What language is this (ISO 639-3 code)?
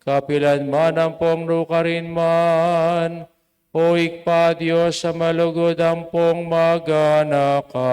pam